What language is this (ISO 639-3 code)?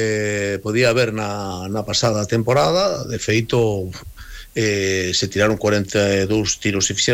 glg